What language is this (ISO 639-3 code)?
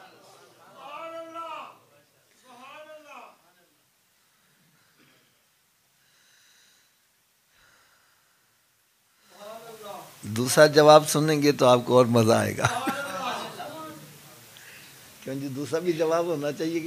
urd